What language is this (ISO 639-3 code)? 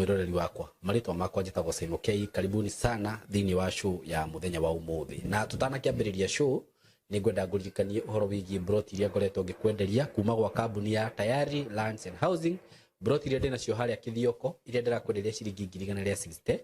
kik